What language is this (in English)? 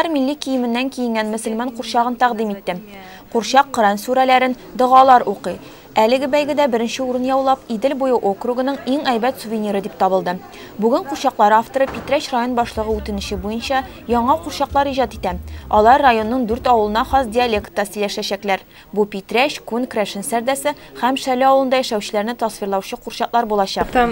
Tatar